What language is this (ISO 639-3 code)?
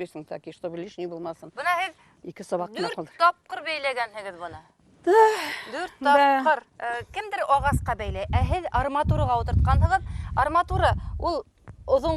bak